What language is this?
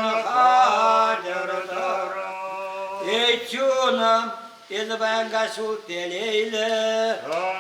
Chuvash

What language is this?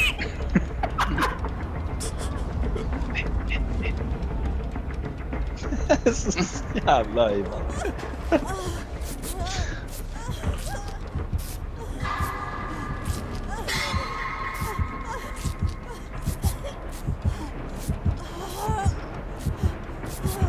Norwegian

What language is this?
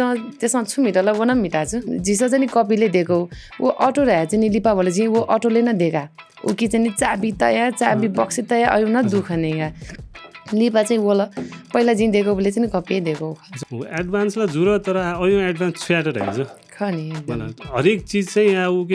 Newari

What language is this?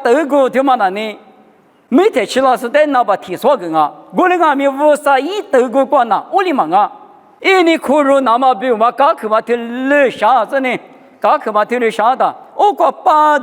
Lisu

